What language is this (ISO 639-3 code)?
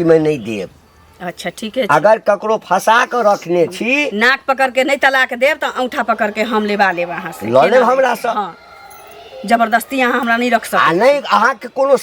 mai